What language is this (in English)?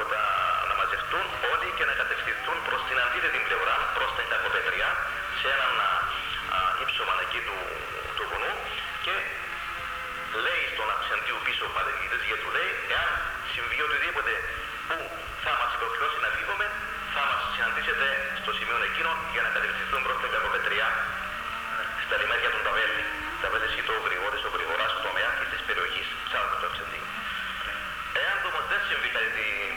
Greek